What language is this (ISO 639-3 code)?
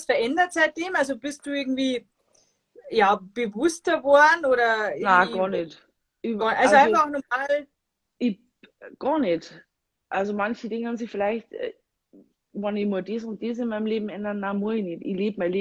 bar